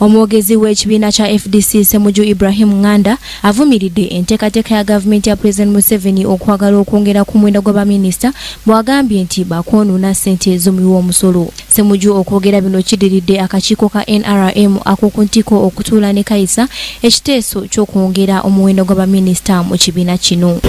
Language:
Ganda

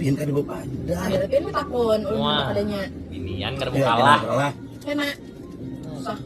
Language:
Banjar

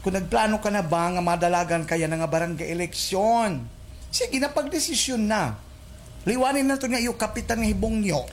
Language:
Waray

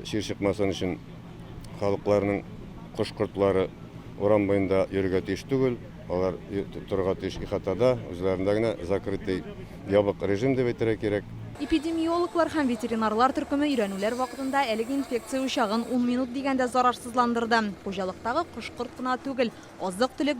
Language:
Tatar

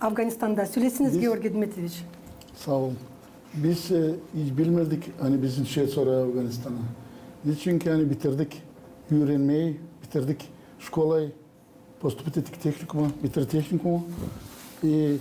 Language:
Gagauz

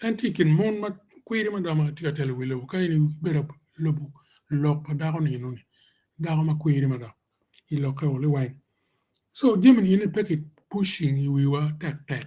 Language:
Acoli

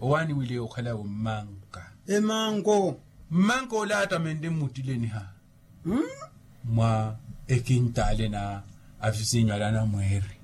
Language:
Makhuwa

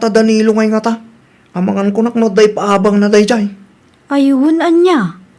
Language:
Iloko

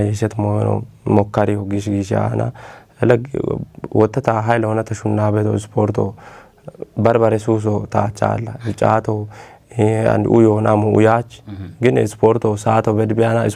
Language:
Kafa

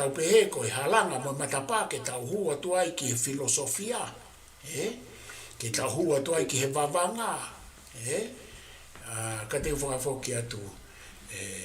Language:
Tongan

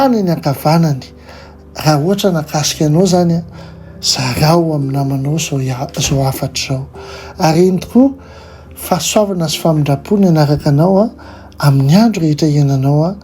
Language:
Malagasy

